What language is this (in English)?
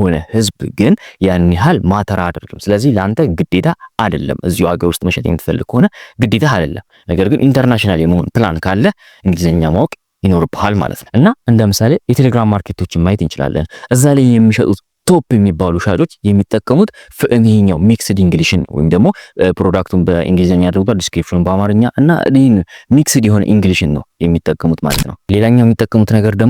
Amharic